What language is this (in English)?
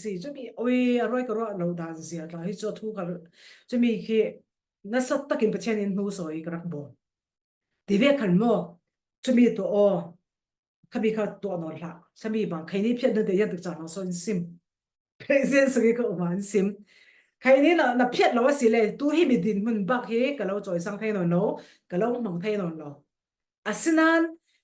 Falam Chin